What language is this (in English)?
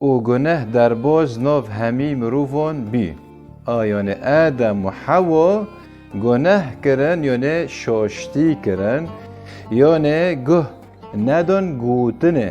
Kurdish